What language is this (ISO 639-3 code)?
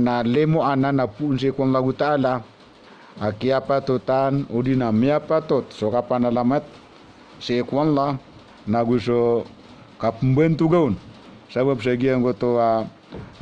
mrw